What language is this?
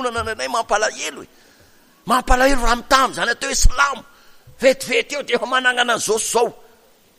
Malagasy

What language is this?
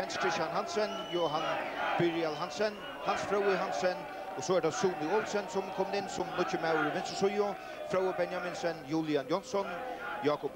Faroese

